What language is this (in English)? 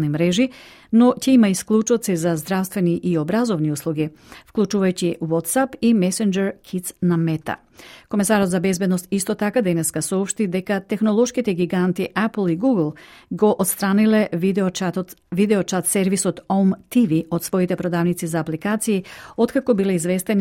Macedonian